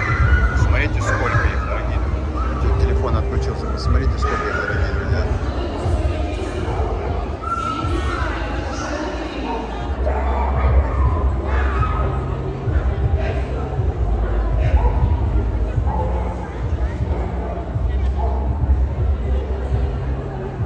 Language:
Russian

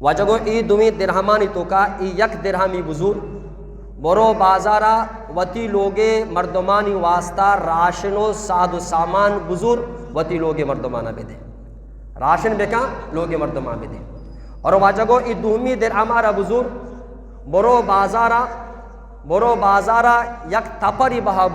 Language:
Eastern Balochi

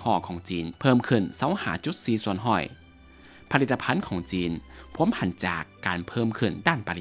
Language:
Lao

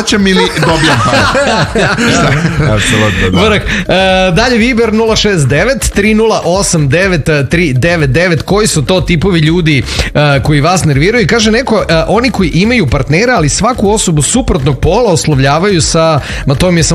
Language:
Serbian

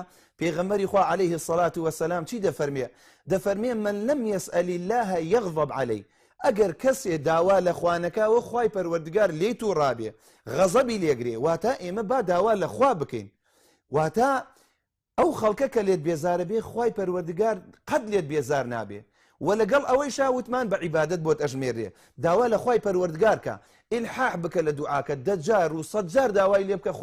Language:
Central Kurdish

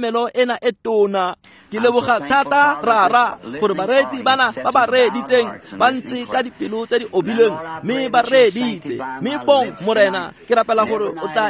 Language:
Tswana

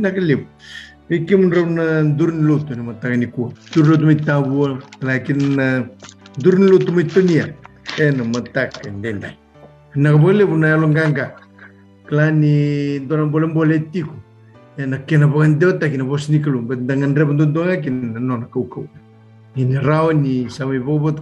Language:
Fijian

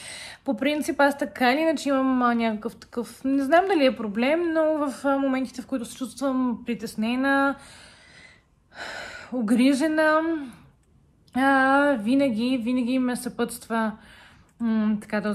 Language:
Bulgarian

